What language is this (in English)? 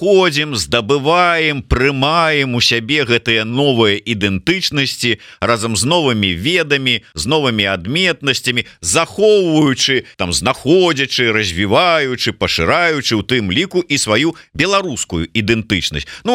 Belarusian